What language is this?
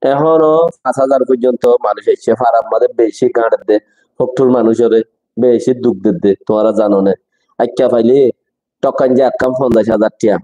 Rohingya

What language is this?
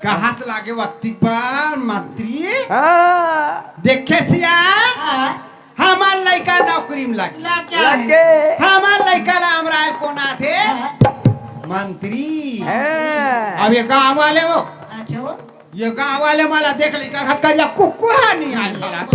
Chhattisgarhi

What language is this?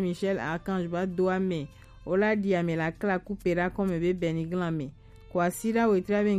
Gen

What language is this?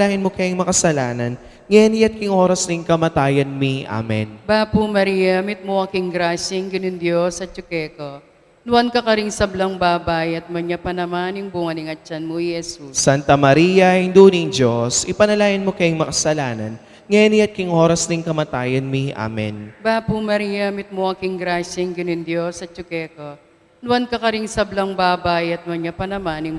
Pampanga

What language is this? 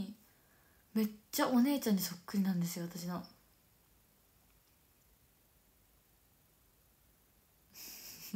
Japanese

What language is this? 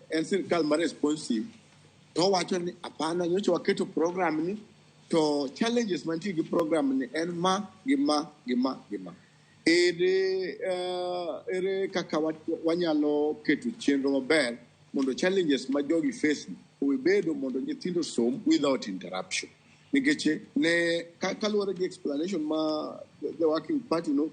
Luo (Kenya and Tanzania)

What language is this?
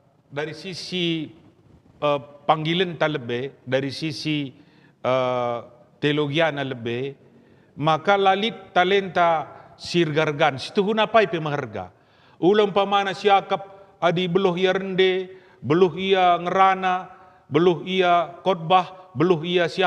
Batak Karo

